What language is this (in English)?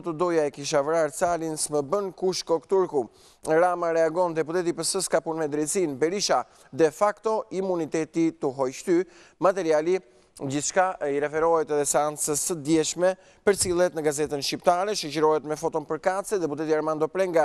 Albanian